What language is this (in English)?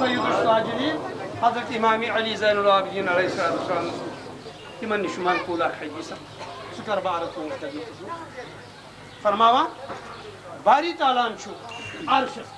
Kashmiri